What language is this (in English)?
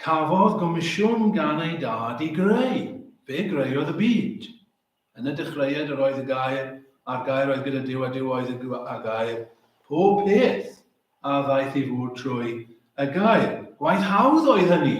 Welsh